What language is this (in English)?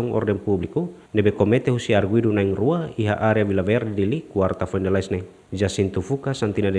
Tetum